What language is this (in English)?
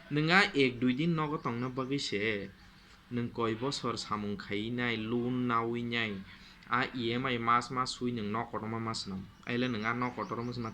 Kok Borok